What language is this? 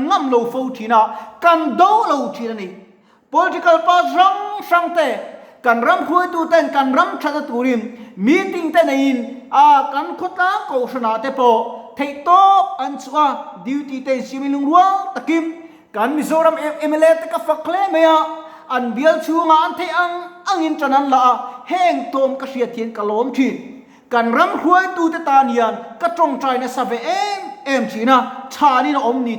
Mizo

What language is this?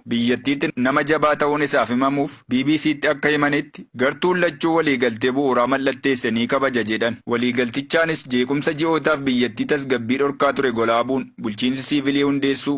Oromo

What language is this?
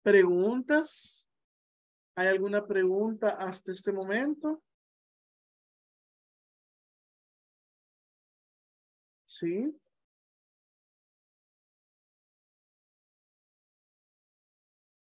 Spanish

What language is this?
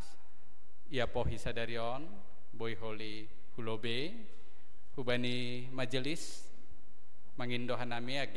Batak Simalungun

